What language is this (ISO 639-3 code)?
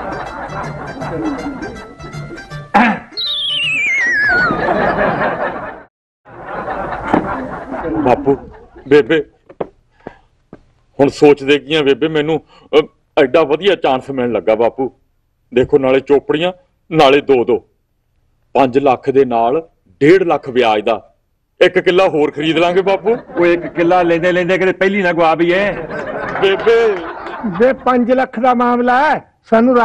pan